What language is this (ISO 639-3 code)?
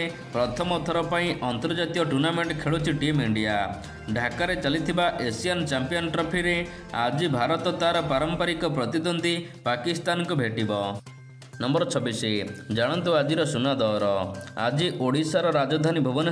ori